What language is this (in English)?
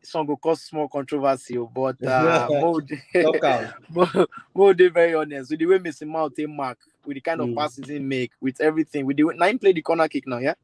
Nigerian Pidgin